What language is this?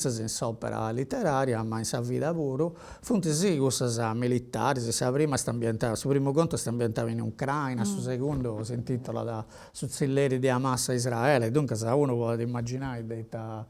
Sardinian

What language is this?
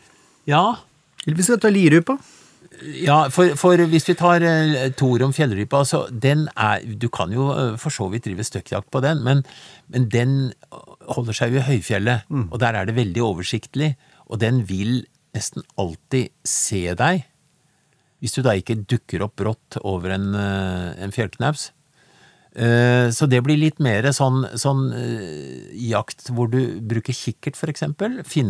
Norwegian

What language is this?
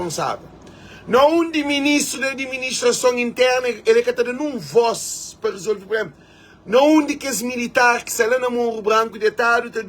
Kabuverdianu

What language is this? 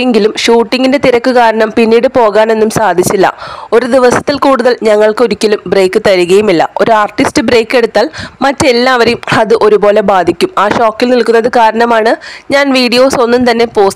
Malayalam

